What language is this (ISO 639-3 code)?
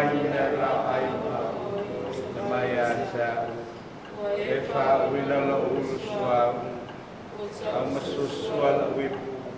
smo